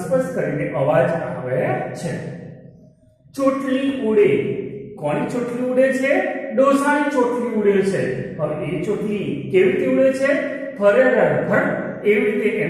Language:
Gujarati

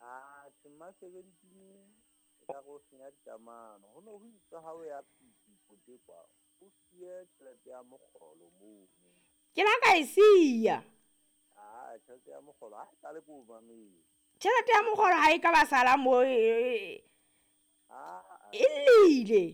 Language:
Southern Sotho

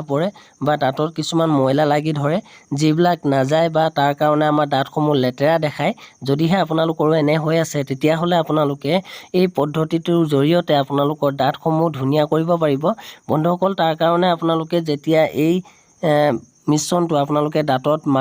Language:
Assamese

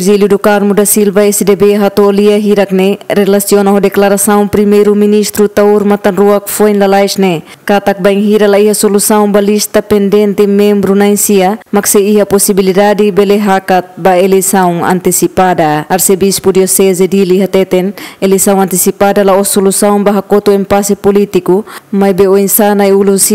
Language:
Tetum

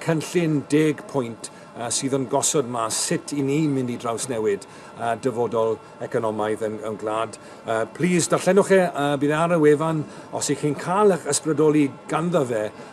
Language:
Welsh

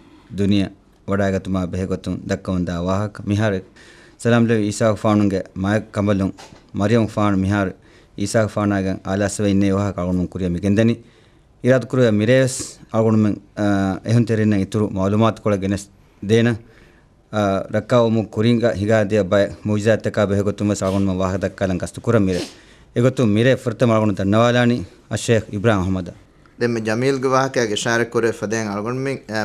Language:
Divehi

